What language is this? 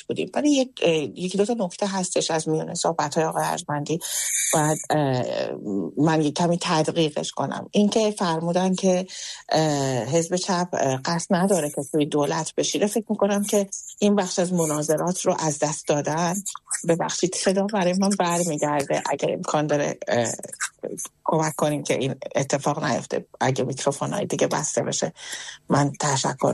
Persian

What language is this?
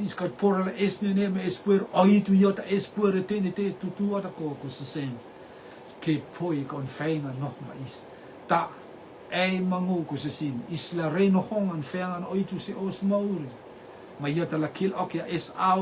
Rotuman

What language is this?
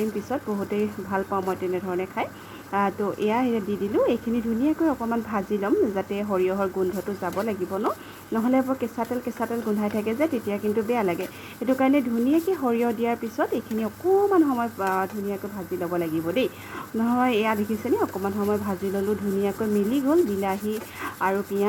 Assamese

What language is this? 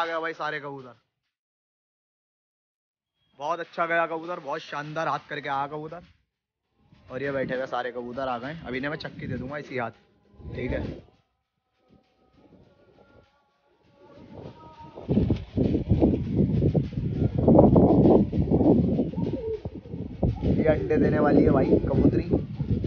Hindi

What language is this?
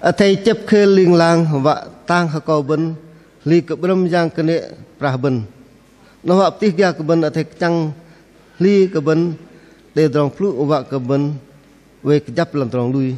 Bahnar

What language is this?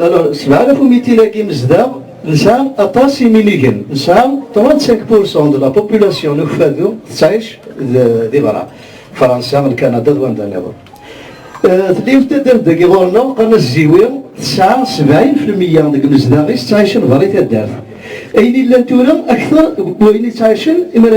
Kabyle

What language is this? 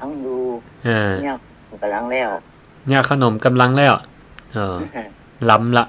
Northern Thai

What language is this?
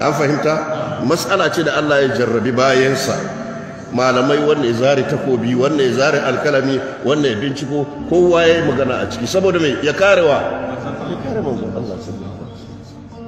Hausa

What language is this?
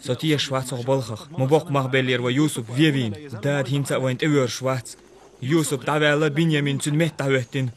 Chechen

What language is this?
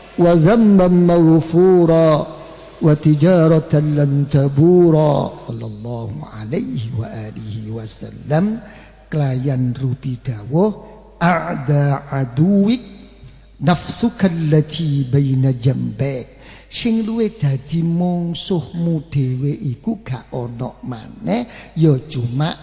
Javanese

